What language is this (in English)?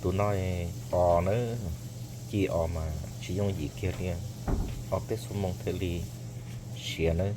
Hmong